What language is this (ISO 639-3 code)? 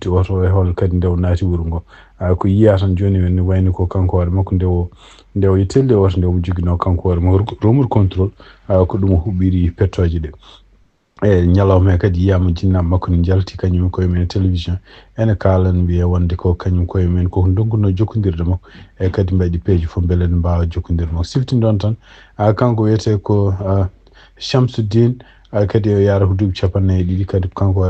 ful